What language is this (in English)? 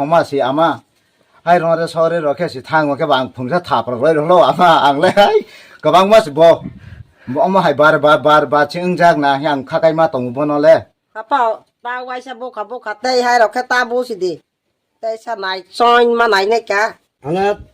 Kok Borok